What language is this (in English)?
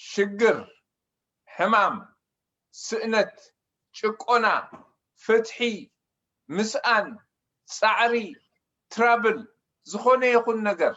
Tigrinya